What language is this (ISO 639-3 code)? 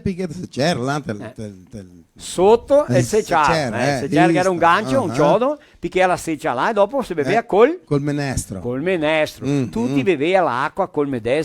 vec